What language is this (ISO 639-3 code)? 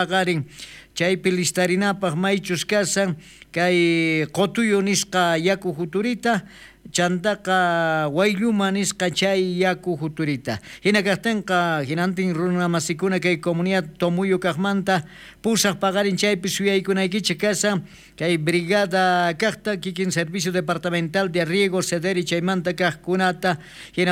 quh